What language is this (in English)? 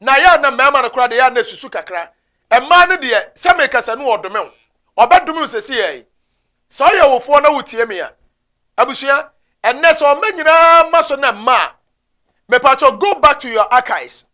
Akan